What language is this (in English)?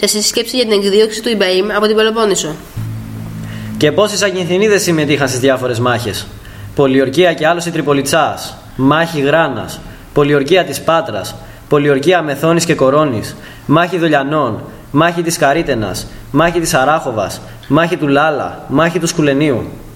Greek